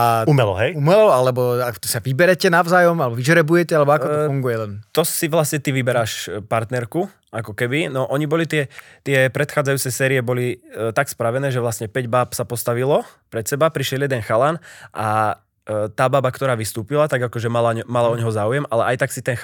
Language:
Slovak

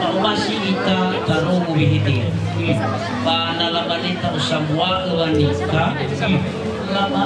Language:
Nias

